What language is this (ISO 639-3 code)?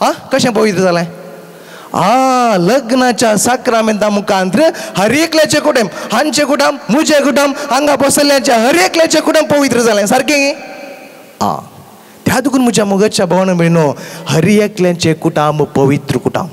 kok